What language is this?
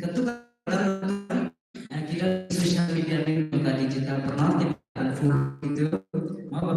Khasi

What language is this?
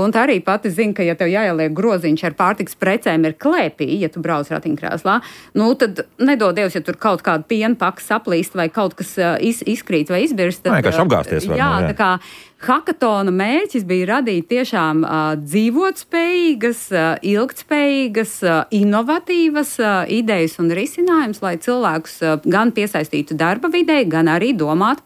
Latvian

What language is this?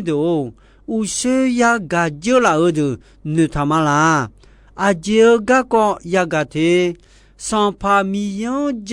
Akha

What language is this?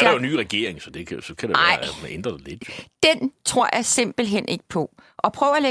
Danish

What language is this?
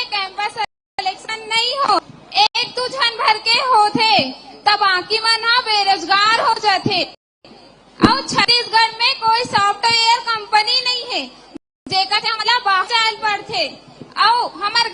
Chhattisgarhi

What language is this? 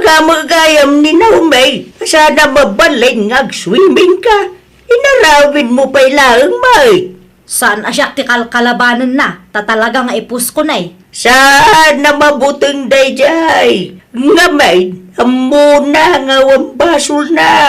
Iloko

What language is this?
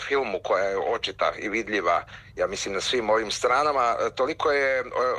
Croatian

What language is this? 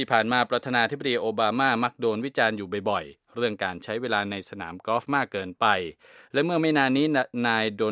Thai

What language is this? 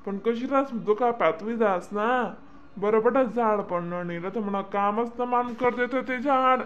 Khandesi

